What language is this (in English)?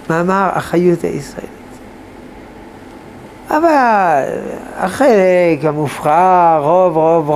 Hebrew